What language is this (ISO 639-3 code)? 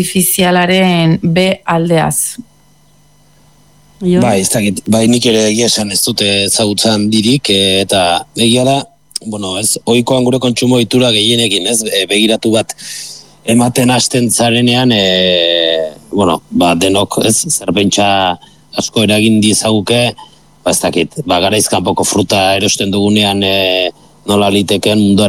eus